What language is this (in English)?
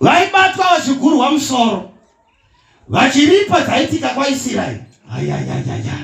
Shona